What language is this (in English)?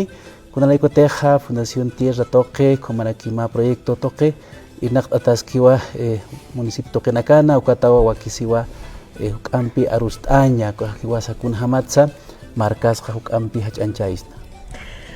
Aymara